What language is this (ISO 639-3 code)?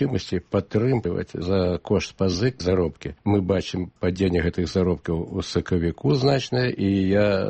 bel